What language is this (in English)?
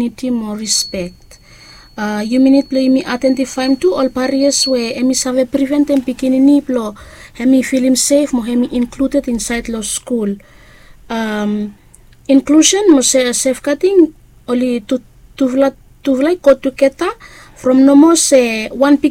Bislama